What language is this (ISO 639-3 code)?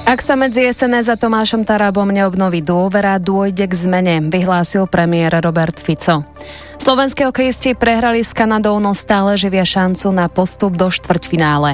slk